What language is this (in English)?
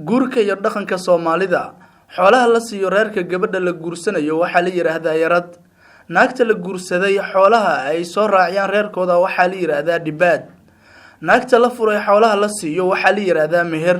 Somali